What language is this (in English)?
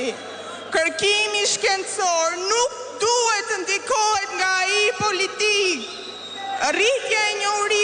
Albanian